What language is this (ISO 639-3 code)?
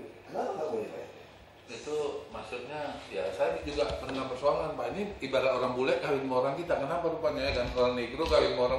ind